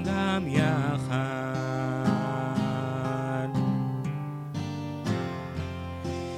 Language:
Hebrew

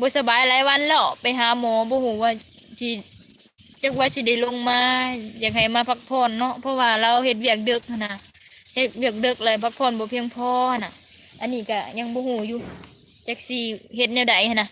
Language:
Lao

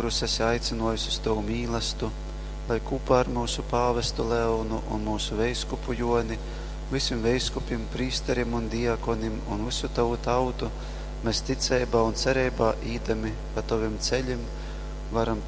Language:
Latgalian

